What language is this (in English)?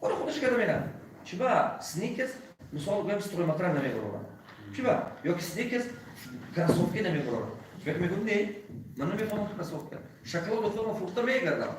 Tajik